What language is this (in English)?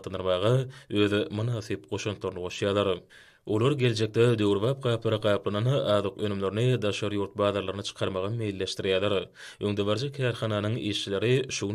Turkmen